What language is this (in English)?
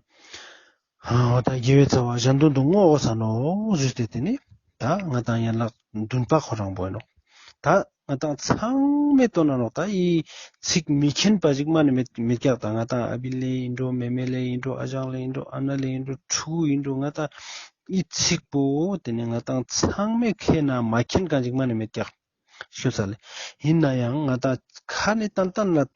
Ladakhi